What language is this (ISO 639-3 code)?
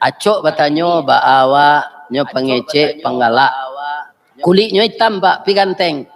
min